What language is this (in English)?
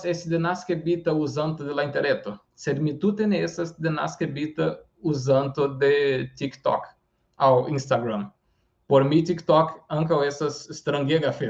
Esperanto